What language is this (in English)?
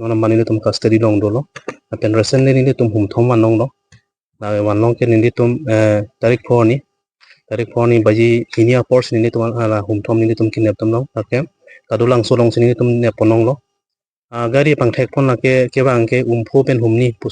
Karbi